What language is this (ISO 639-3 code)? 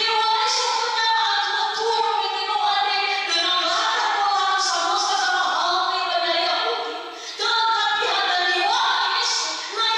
nia